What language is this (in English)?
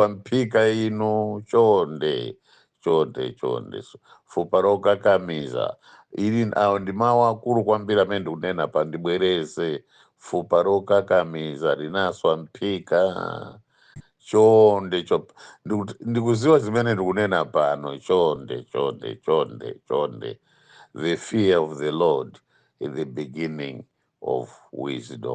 Nyanja